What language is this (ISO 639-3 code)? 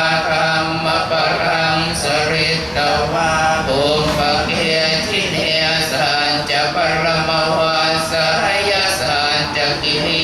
pli